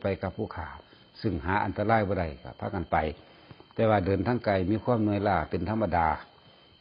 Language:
Northeastern Thai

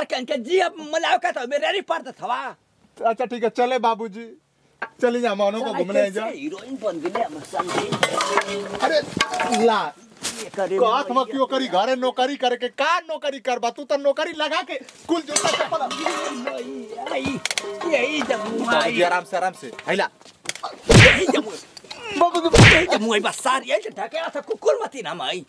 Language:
Bhojpuri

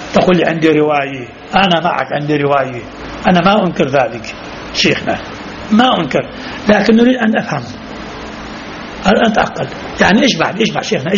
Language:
Arabic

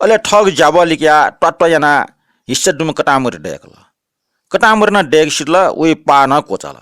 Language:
Newari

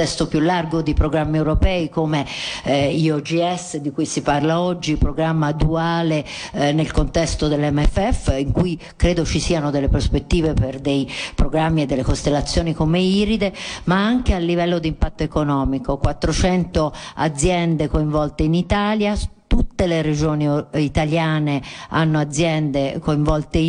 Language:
Italian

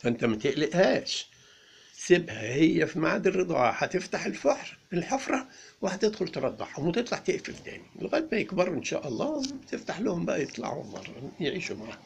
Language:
Egyptian Arabic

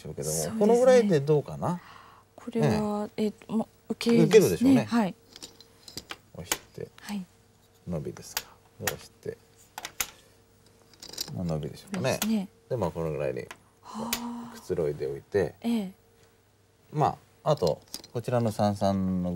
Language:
Japanese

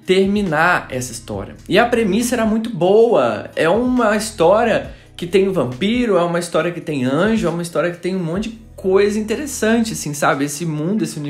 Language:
Portuguese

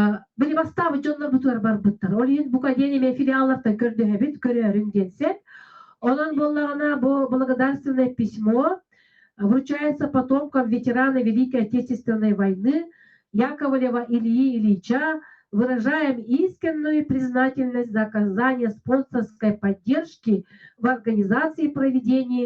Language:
Yakut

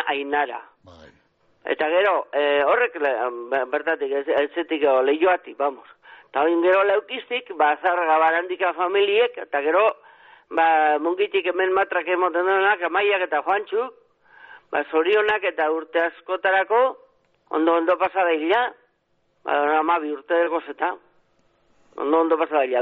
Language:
Basque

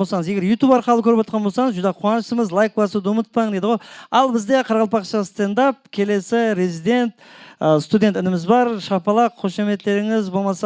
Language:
Kara-Kalpak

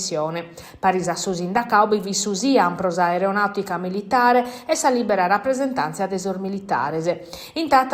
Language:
Sardinian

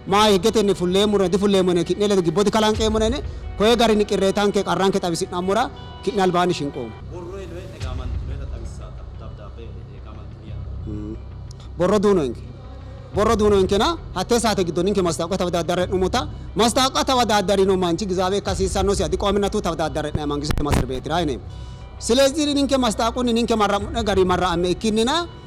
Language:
Sidamo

